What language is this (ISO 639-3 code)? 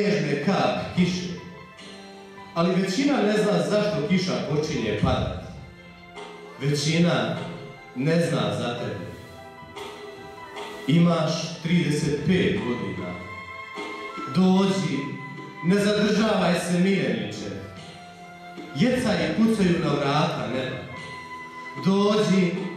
hrv